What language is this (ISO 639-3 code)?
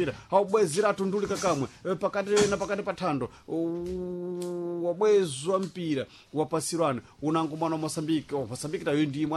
seh